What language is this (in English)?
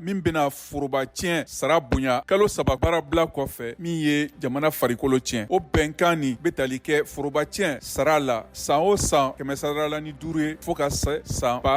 Bambara